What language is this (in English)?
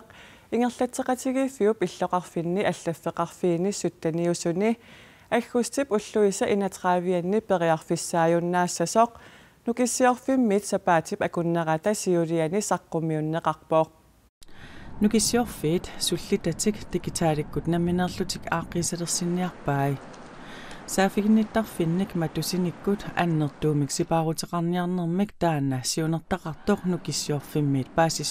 Kalaallisut